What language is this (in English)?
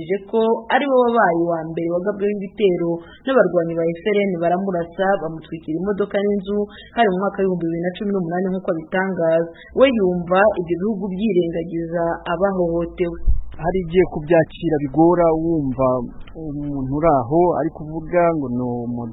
Kinyarwanda